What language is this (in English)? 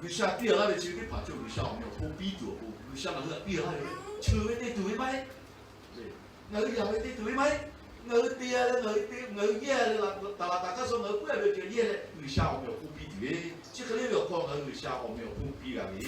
Lahu